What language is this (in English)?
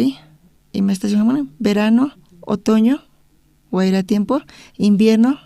South Bolivian Quechua